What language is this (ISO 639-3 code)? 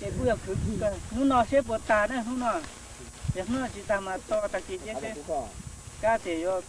hmn